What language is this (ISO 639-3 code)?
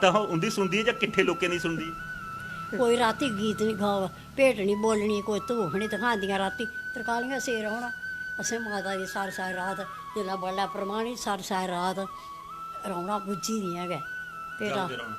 doi